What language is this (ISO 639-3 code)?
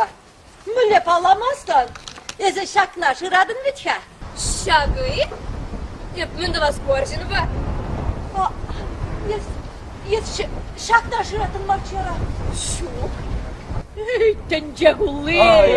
chv